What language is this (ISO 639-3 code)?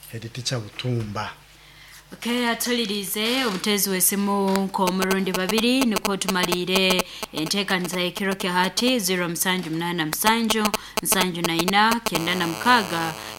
nyo